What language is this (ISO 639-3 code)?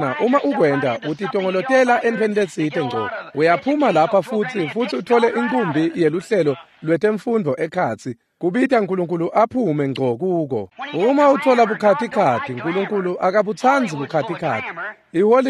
ssw